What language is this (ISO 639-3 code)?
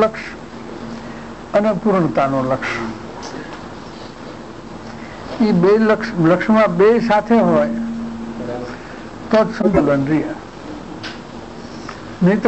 guj